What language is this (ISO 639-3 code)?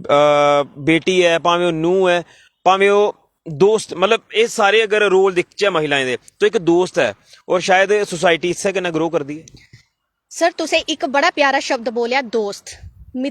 doi